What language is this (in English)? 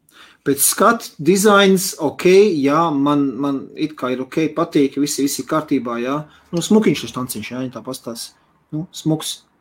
Latvian